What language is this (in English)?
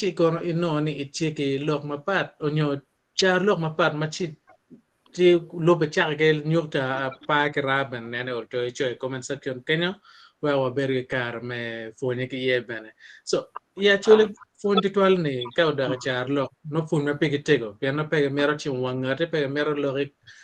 Acoli